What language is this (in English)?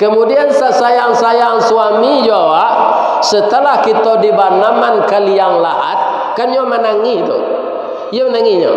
Minangkabau